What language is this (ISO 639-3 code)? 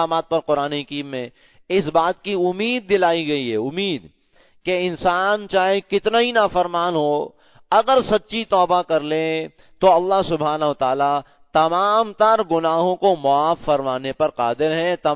urd